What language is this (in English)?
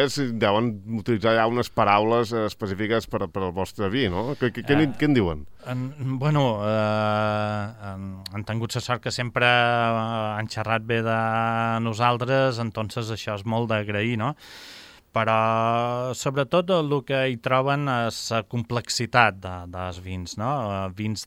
Catalan